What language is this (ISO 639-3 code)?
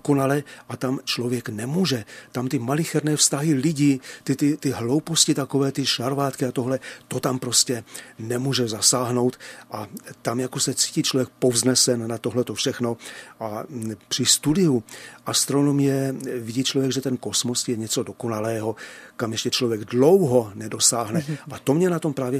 ces